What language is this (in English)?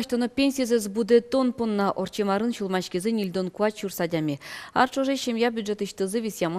Udmurt